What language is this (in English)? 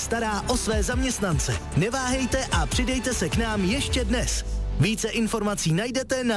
Czech